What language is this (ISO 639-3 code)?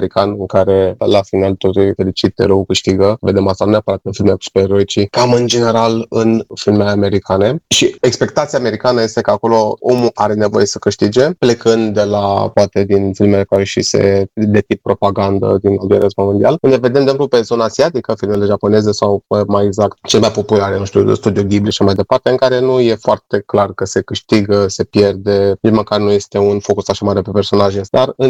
ron